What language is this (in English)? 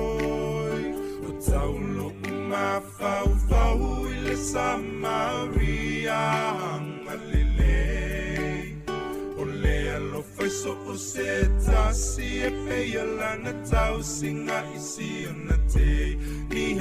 Samoan